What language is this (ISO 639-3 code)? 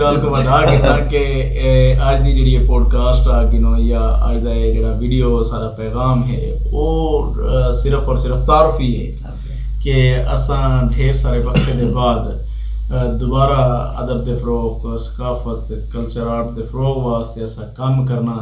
skr